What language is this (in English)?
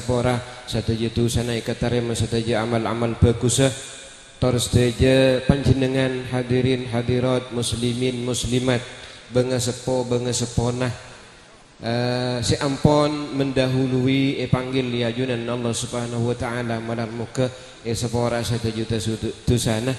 Madurese